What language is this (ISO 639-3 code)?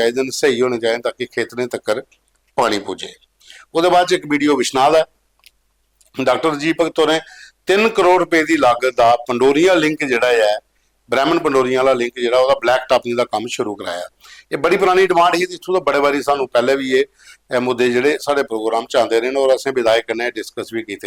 doi